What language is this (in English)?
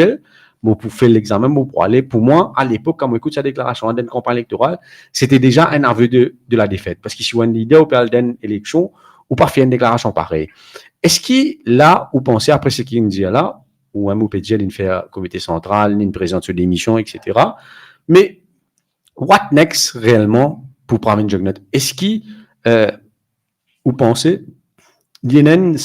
Morisyen